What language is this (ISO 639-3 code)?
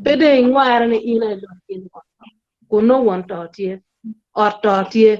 ach